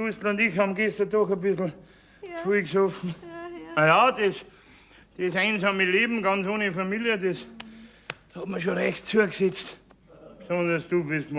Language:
Bavarian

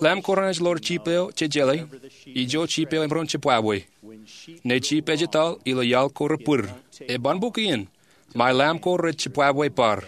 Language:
Marshallese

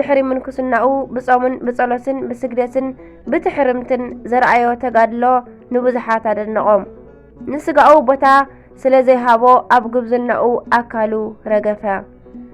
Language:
Tigrinya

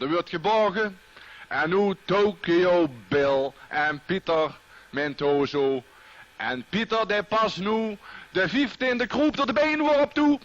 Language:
Limburgish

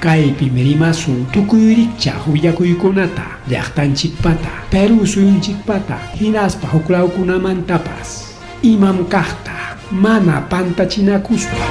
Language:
Ayacucho Quechua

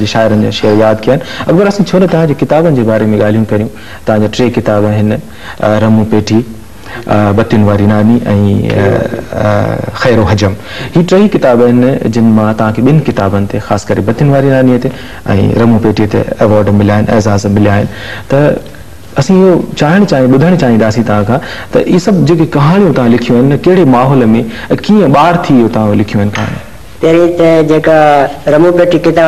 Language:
Sindhi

